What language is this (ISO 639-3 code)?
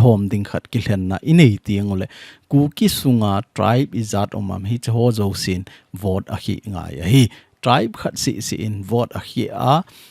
tcz